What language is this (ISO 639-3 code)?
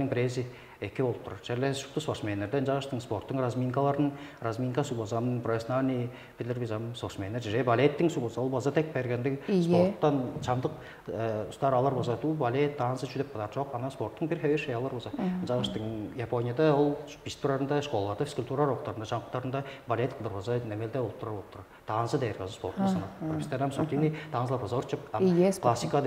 tyv